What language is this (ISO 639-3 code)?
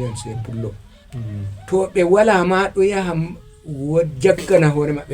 ful